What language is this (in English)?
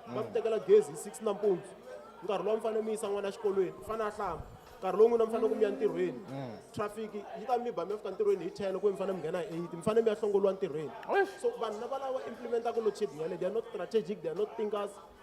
Tsonga